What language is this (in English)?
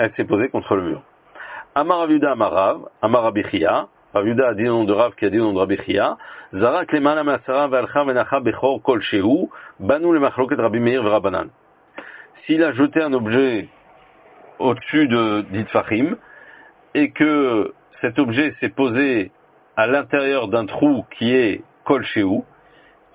French